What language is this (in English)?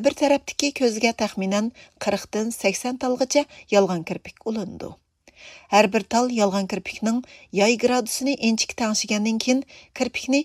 Uyghur